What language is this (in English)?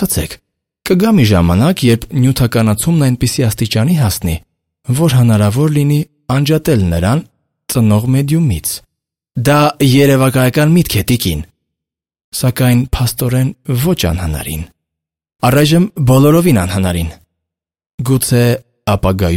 Armenian